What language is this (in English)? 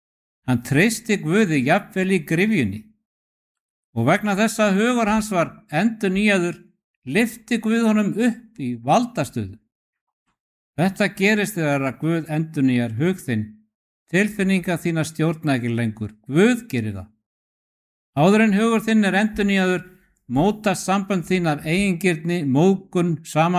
Icelandic